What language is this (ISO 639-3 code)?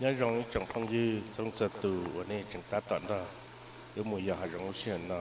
hmn